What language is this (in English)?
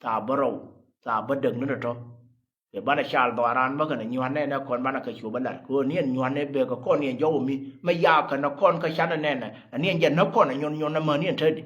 Nuer